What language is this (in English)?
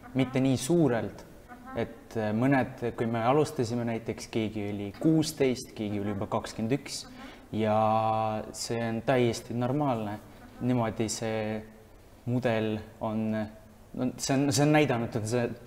Estonian